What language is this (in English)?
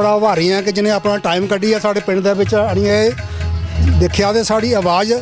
Dogri